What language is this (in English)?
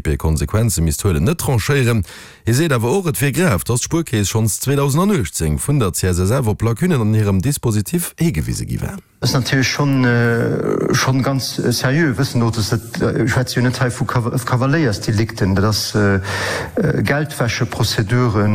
Luxembourgish